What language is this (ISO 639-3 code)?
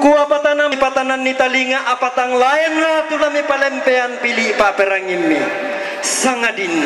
sda